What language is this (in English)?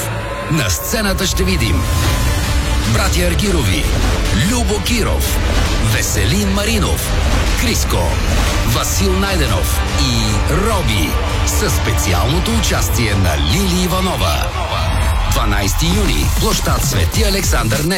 Bulgarian